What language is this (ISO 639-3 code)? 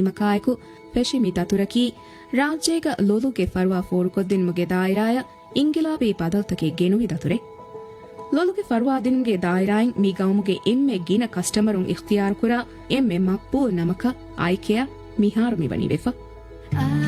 div